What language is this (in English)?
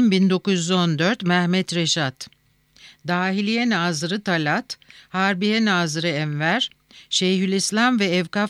Turkish